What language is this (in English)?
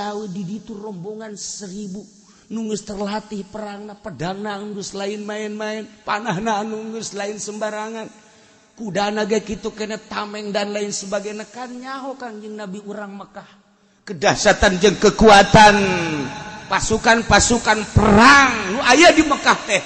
Sundanese